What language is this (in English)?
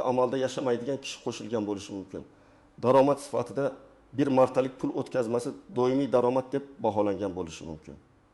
Uzbek